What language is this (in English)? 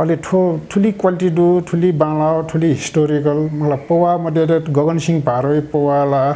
Newari